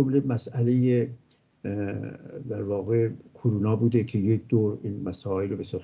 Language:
Persian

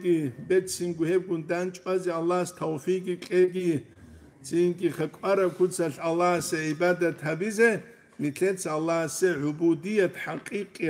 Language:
Avaric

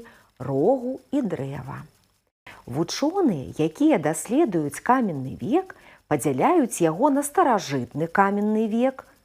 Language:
Belarusian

